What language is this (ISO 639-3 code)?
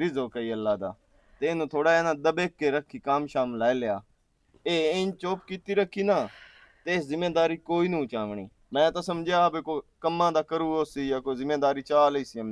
lah